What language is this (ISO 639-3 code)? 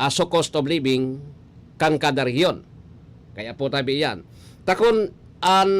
bik